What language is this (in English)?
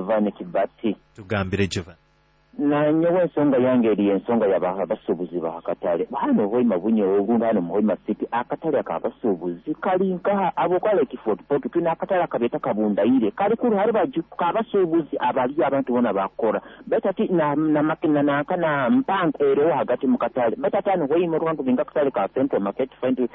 Nyoro